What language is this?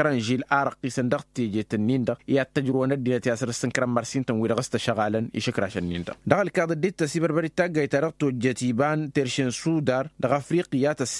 Tamasheq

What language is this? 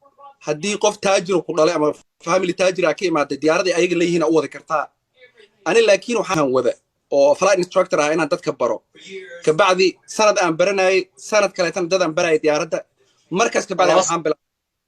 Somali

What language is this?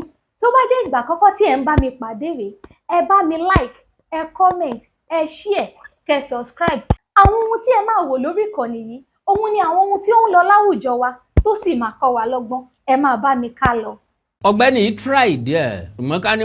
Yoruba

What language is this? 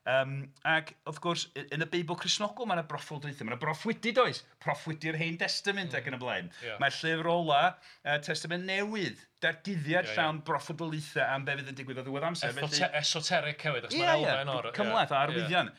Welsh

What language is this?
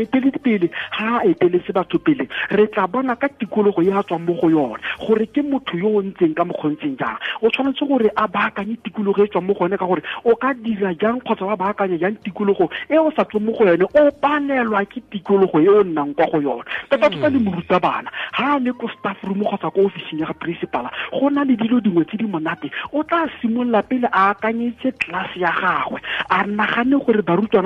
Tswana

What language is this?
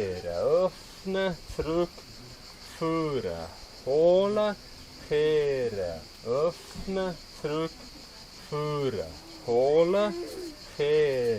Swiss German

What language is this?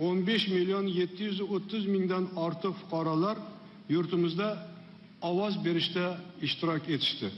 Crimean Tatar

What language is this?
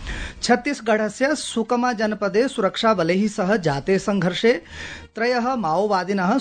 Sanskrit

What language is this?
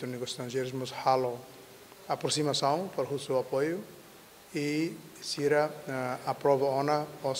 Tetum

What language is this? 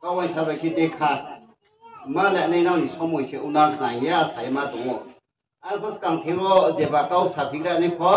Riang (India)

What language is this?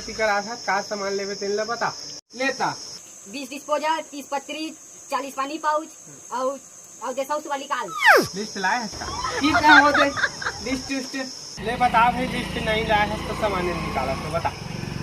Chhattisgarhi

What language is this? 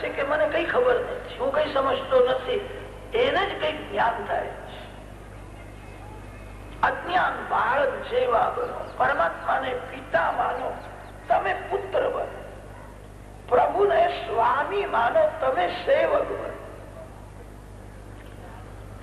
Gujarati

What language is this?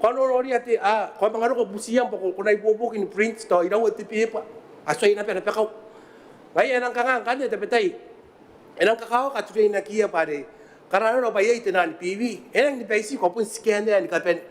Gilbertese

